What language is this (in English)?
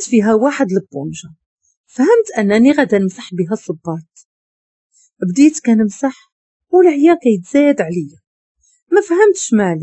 Moroccan Arabic